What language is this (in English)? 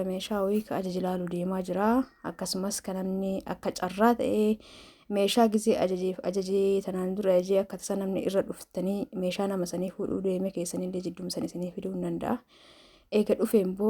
Oromo